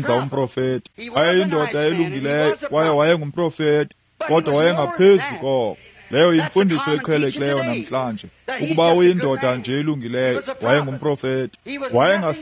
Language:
Xhosa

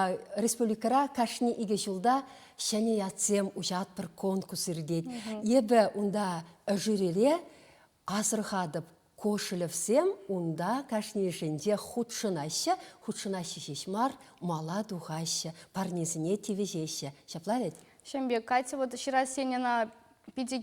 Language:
Chuvash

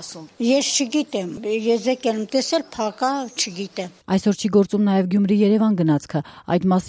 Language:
Armenian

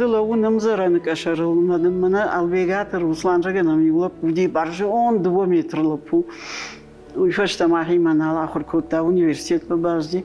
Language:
Ossetic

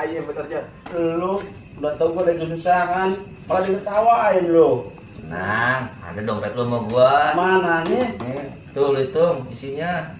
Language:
Betawi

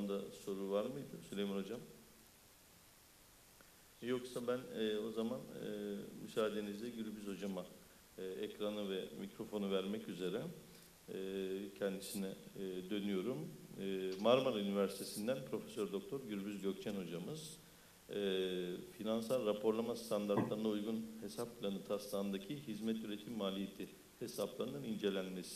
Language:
Turkish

